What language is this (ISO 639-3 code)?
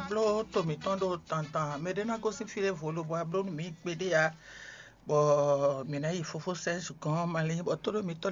fon